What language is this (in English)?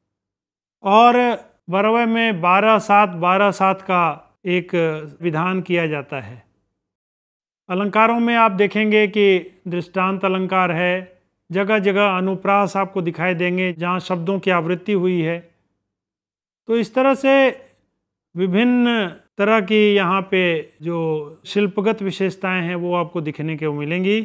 Hindi